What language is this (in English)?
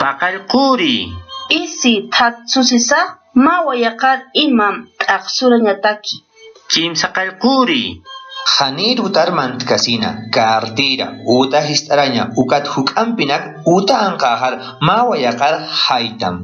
Aymara